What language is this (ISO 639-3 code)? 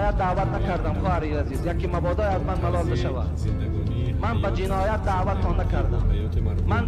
tgk